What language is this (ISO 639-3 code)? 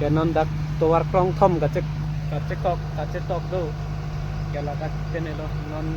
mjw